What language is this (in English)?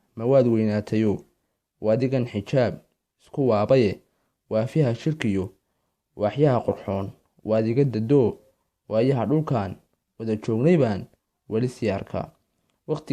Somali